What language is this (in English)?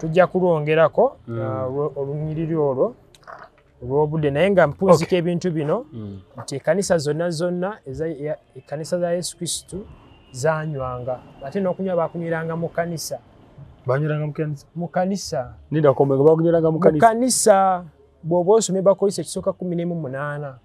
Ganda